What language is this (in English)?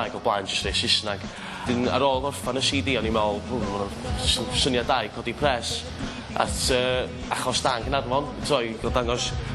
Welsh